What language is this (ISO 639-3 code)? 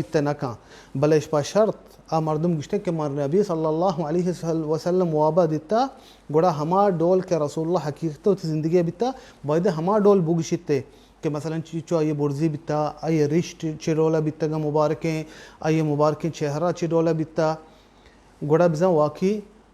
bal